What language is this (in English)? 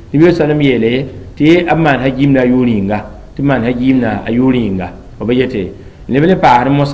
Mossi